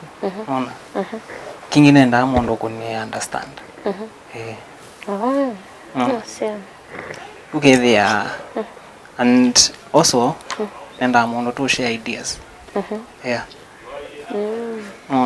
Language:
Kamba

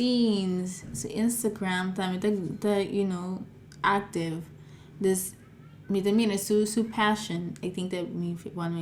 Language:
Papiamento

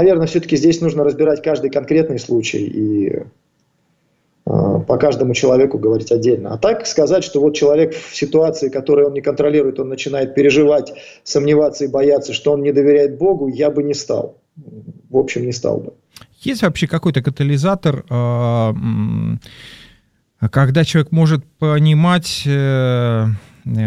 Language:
Russian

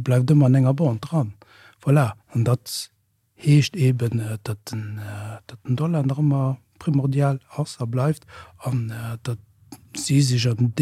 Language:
Luxembourgish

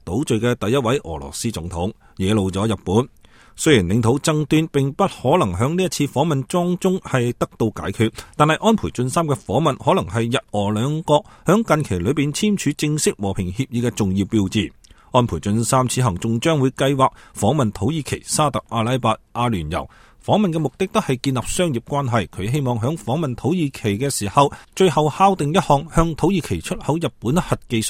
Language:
Cantonese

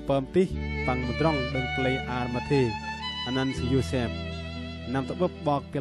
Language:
Bahnar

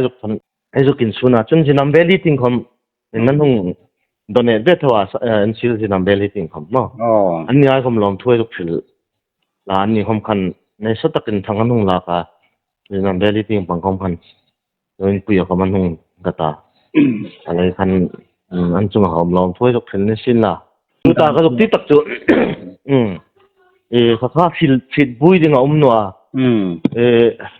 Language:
Hmar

